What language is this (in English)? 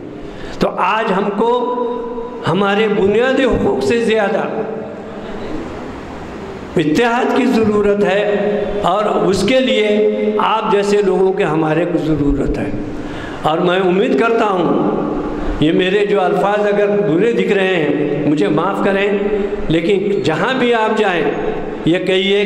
Urdu